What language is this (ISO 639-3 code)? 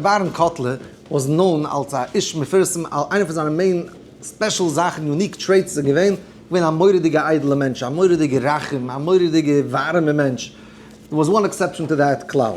yid